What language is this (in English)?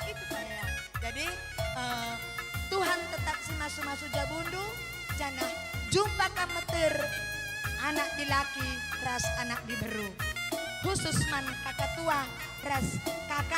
Batak Karo